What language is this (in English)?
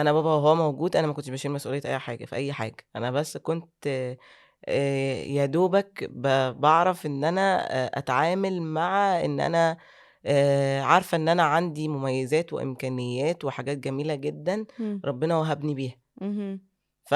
Egyptian Arabic